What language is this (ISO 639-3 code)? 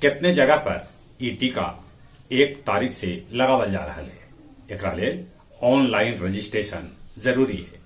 mag